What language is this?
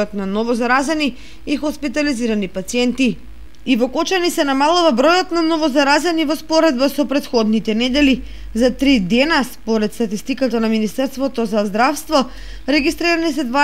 Macedonian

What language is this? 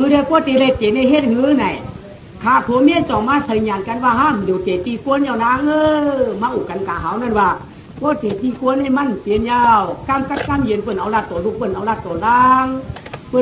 Shan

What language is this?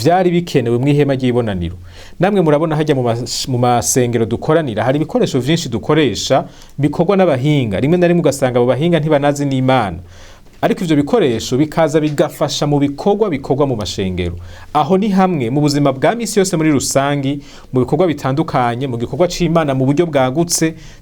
Rundi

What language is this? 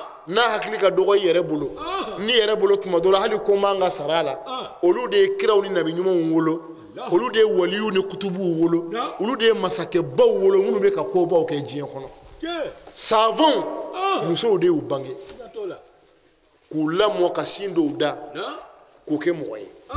Bambara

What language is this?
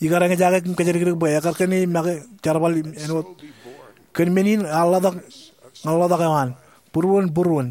Marshallese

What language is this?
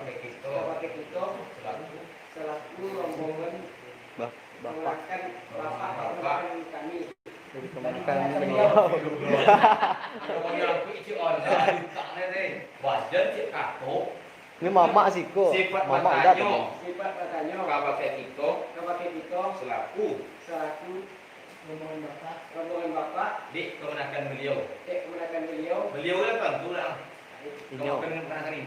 Minangkabau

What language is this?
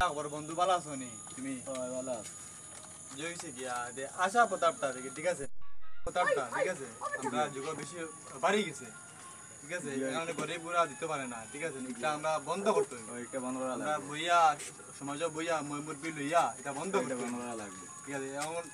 Sylheti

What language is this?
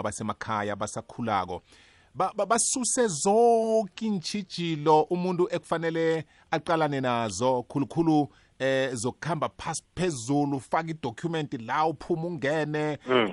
South Ndebele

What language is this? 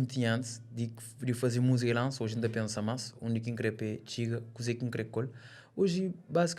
Kabuverdianu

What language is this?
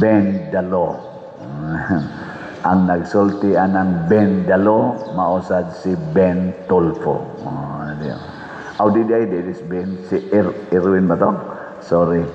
Cebuano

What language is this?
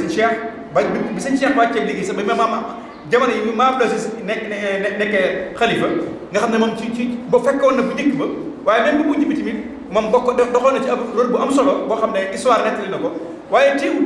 Wolof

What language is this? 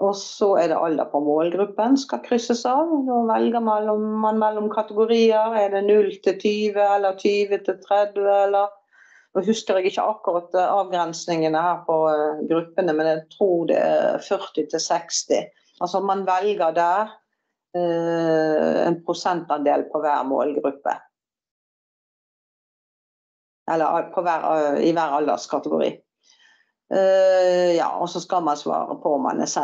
Norwegian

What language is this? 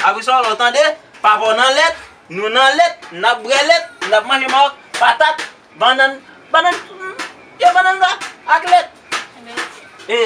Haitian Creole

